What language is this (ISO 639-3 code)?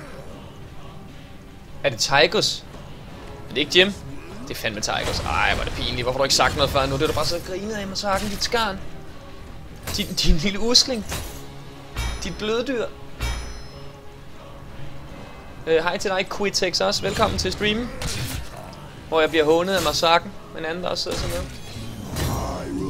dan